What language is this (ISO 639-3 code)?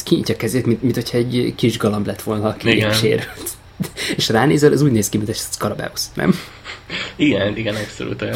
hun